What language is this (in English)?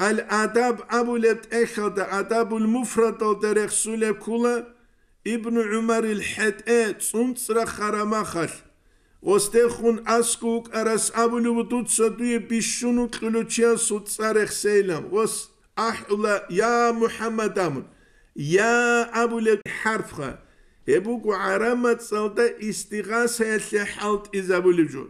Avaric